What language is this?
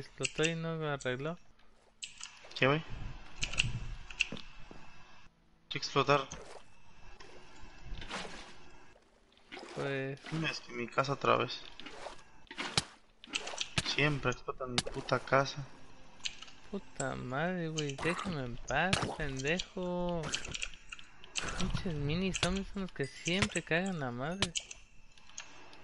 Spanish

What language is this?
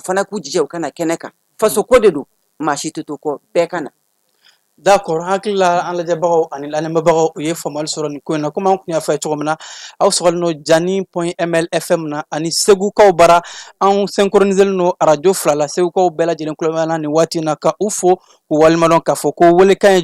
Bambara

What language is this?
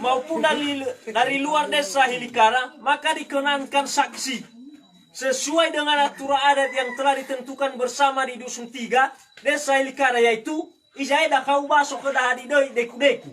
Nias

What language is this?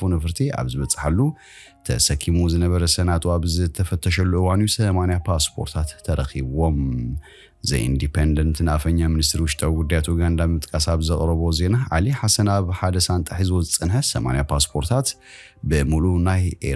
Tigrinya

